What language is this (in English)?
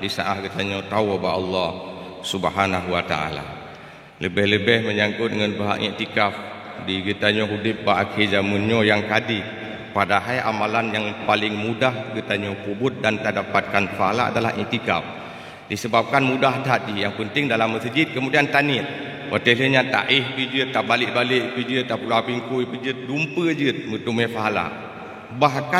Achinese